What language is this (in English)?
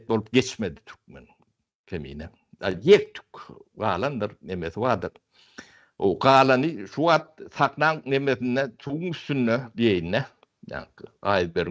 Turkmen